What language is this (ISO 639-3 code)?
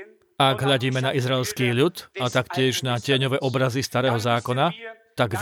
slk